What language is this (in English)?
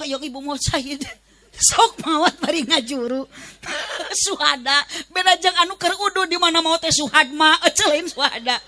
Sundanese